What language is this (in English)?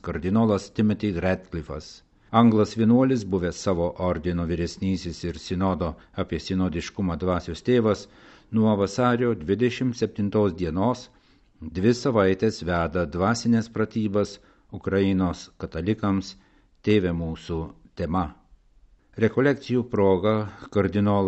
Lithuanian